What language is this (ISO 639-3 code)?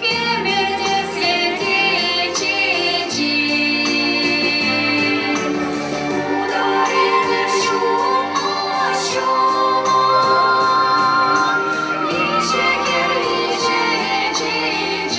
chv